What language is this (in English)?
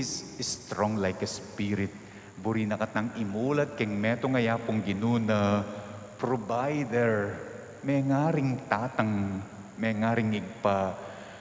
Pampanga